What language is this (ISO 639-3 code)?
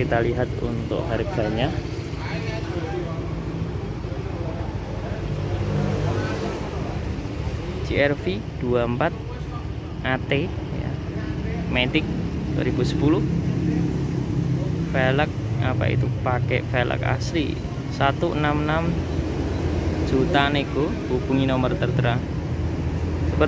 ind